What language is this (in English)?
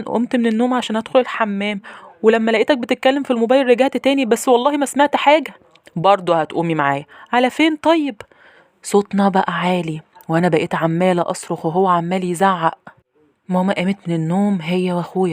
Egyptian Arabic